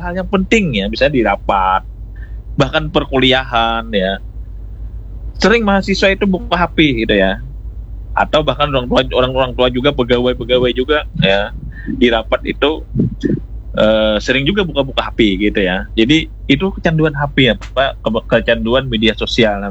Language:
Indonesian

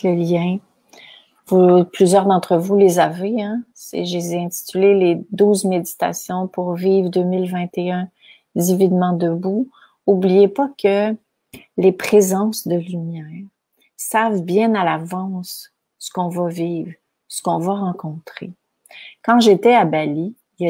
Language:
French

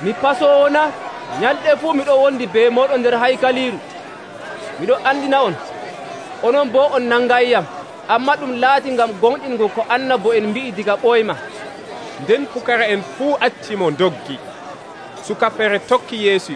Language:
Nigerian Fulfulde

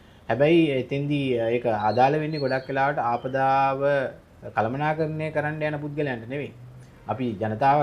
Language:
Sinhala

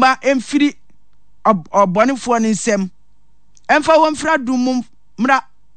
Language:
Akan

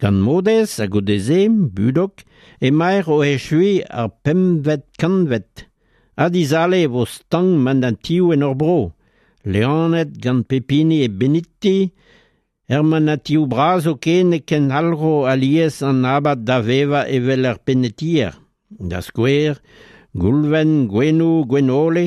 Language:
Breton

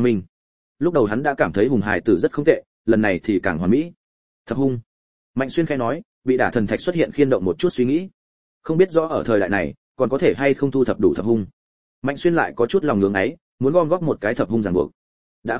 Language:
Vietnamese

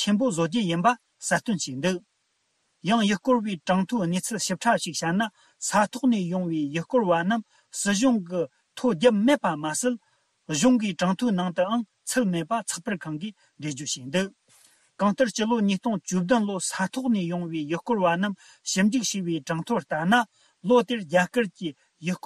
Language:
Tibetan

